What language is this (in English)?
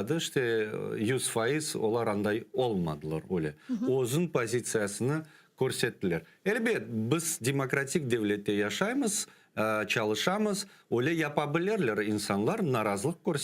Crimean Tatar